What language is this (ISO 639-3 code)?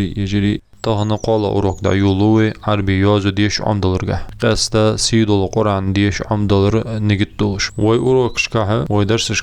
inh